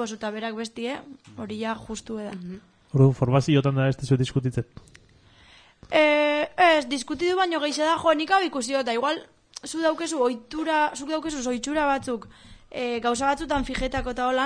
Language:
Basque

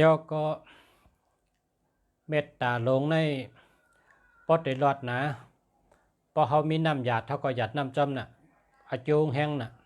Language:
Shan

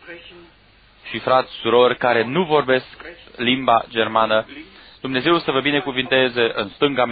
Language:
Romanian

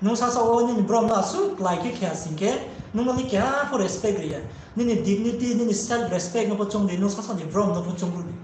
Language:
Riang (India)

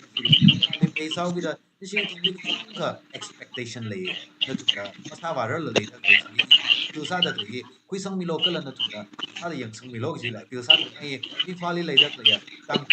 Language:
Tangkhul Naga (India)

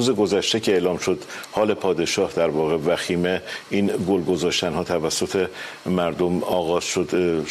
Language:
Persian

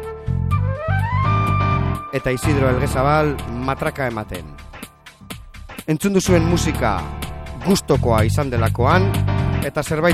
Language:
Basque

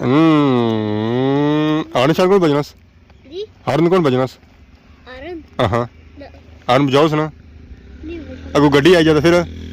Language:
Pahari-Potwari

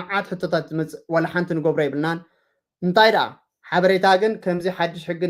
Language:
Tigrinya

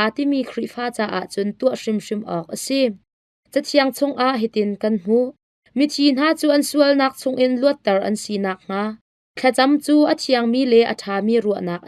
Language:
Hakha Chin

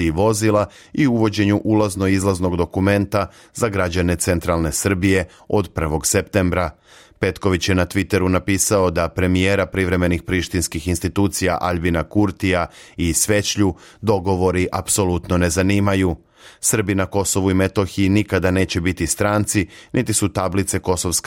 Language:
Serbian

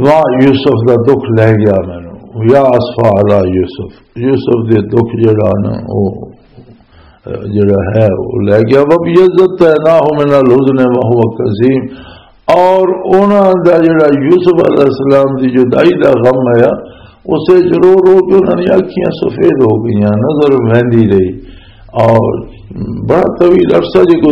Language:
Western Panjabi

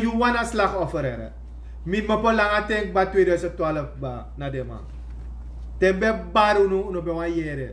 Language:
Sranan Tongo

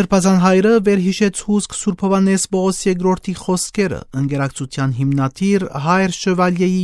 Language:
Armenian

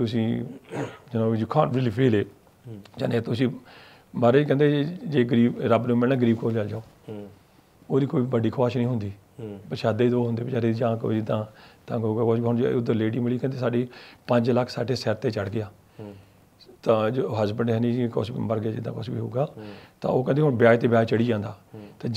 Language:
Punjabi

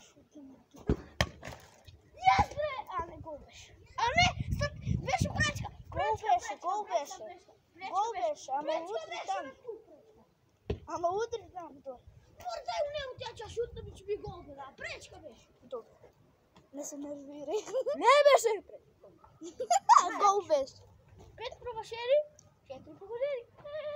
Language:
Bulgarian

